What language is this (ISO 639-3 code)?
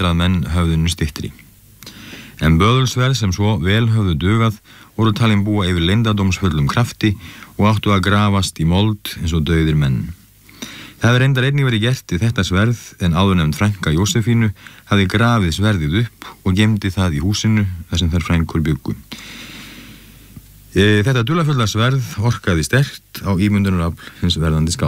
isl